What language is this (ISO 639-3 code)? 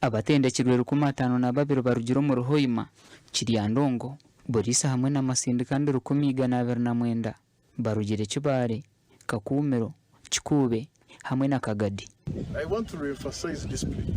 nyn